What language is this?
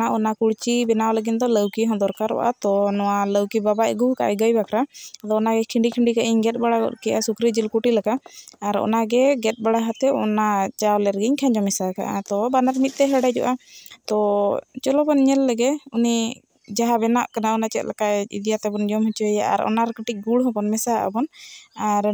Santali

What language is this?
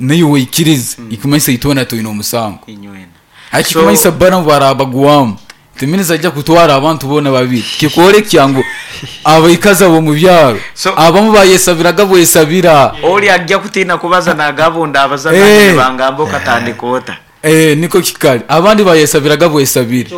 Nyankole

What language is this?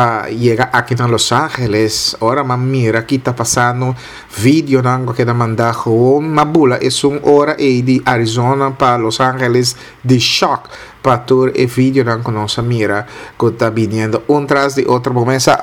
Papiamento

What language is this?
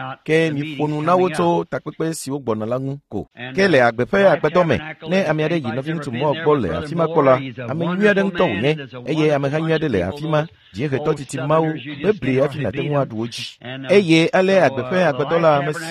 Ewe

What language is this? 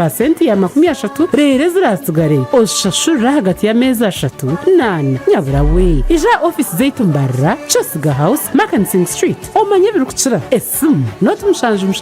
Nyankole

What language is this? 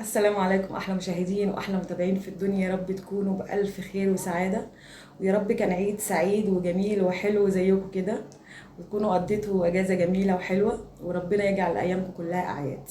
Egyptian Arabic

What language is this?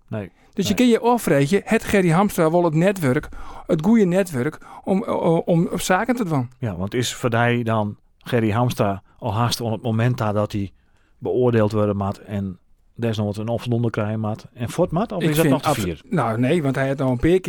Western Frisian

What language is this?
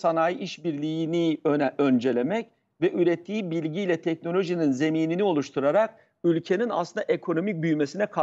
Turkish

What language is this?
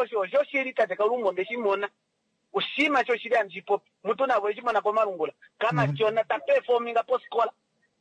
Kuanyama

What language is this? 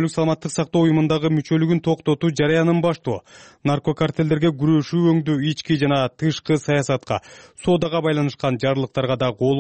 Kyrgyz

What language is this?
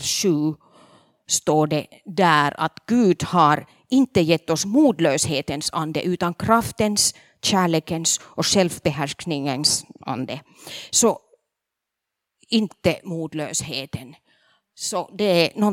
Swedish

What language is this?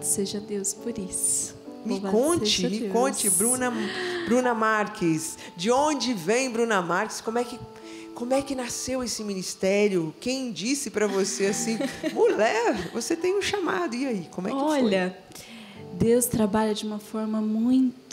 Portuguese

